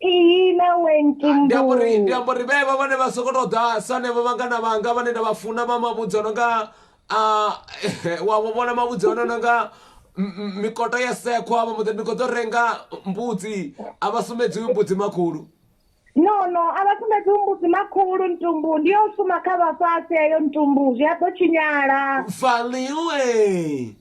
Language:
Venda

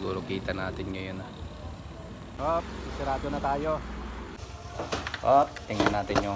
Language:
Filipino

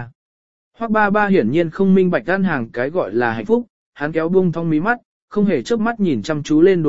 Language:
Vietnamese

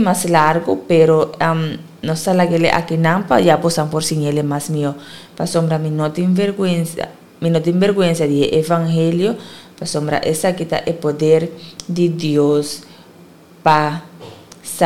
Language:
Papiamento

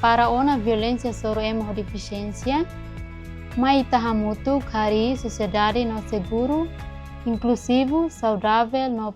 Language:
Tetum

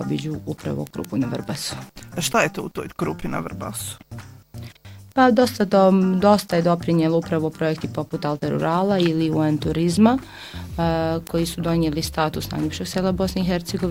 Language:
Bosnian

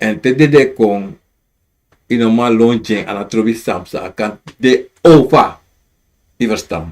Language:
Sranan Tongo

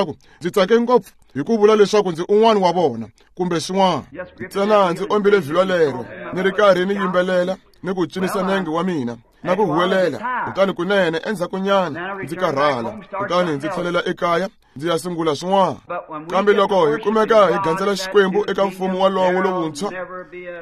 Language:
Tsonga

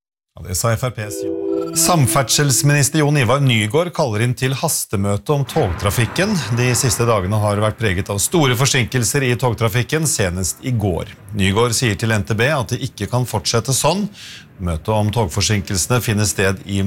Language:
Norwegian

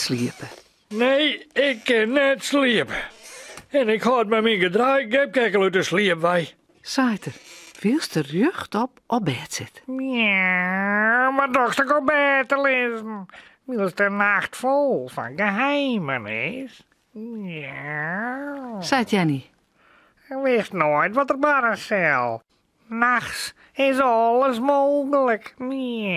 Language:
Western Frisian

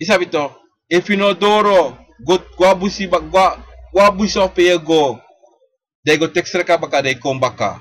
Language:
Sranan Tongo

